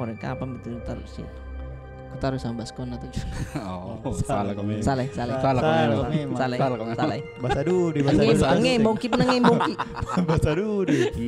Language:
Makassar Malay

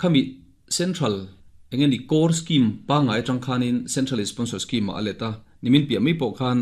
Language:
Mizo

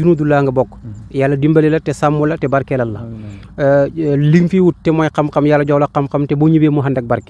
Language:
Wolof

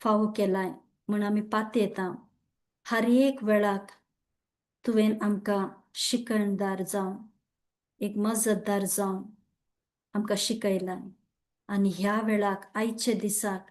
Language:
Konkani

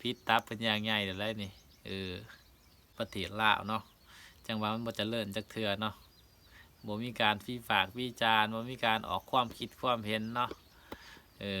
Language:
Lao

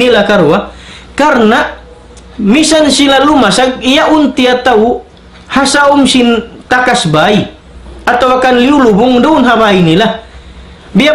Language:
Tausug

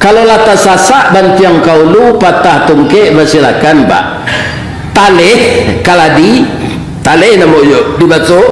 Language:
Minangkabau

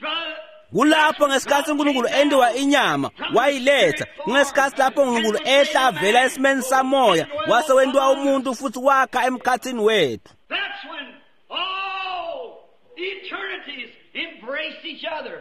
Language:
Swati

